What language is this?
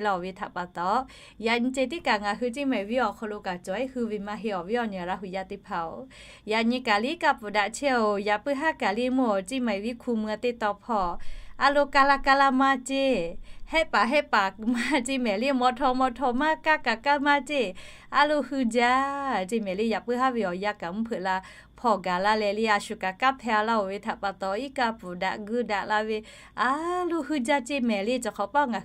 Lahu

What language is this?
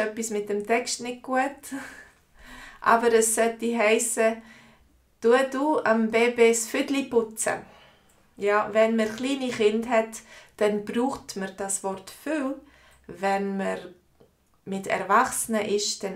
Swiss German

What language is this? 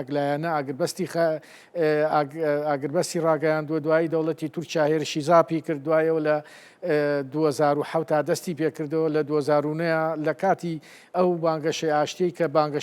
Central Kurdish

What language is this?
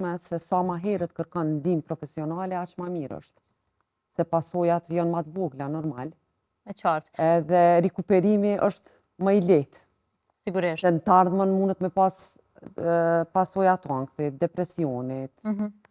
Albanian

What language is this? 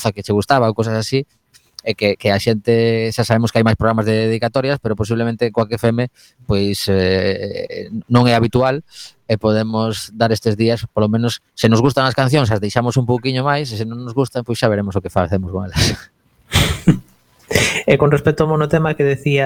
Galician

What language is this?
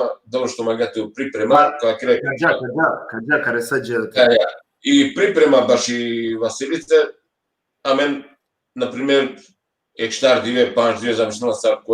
Balkan Romani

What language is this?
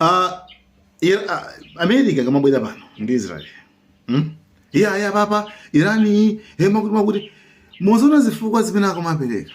Nyanja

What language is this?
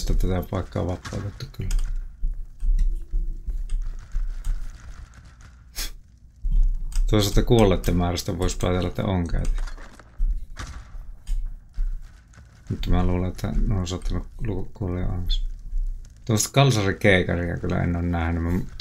Finnish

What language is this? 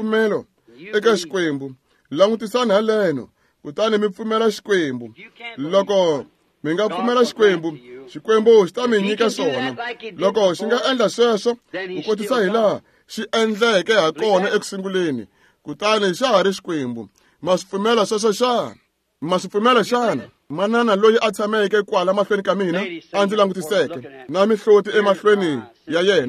Tsonga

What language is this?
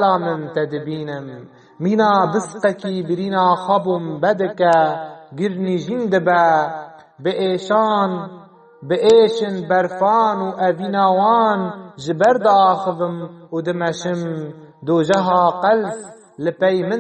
Kurdish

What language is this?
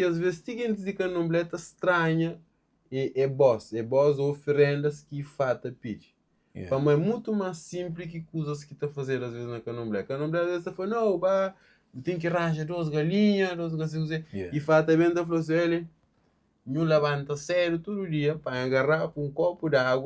Kabuverdianu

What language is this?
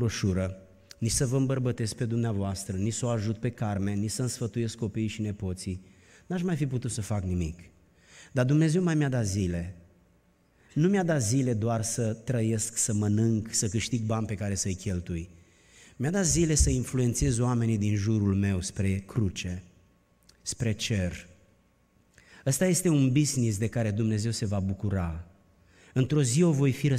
Romanian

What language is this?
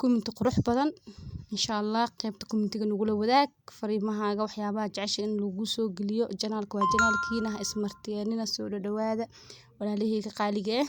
Somali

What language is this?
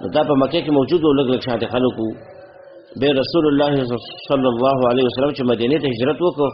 Pashto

